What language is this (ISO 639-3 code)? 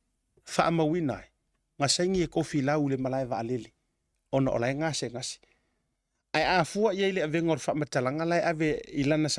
smo